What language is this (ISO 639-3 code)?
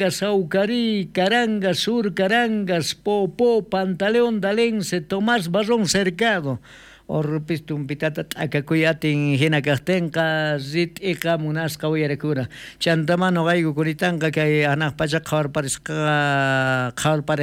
quh